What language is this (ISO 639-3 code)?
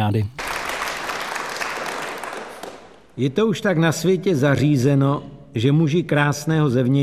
ces